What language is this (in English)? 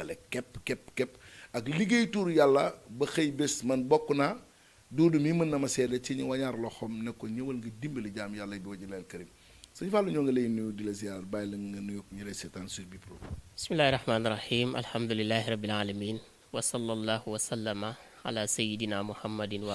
Wolof